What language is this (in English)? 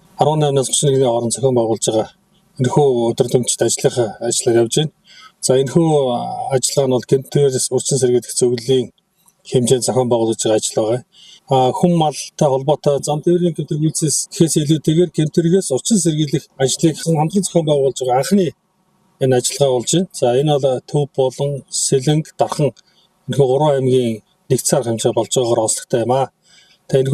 Mongolian